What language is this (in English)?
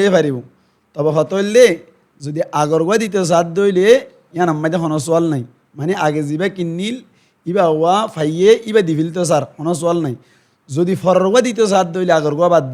Rohingya